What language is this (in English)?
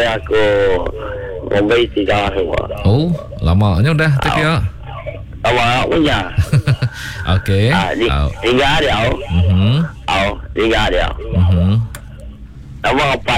Malay